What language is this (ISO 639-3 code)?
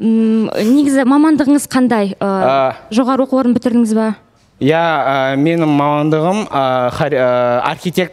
kaz